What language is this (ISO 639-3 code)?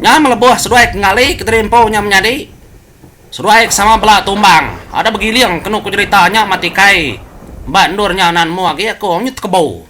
iba